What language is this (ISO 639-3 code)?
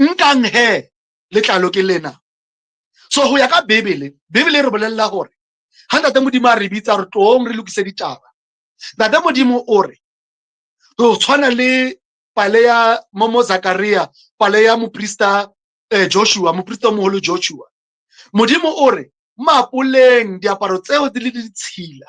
sot